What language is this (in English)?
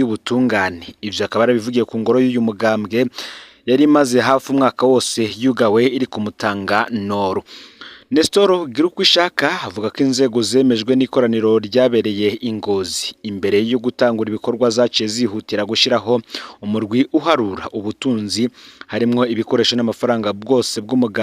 Rundi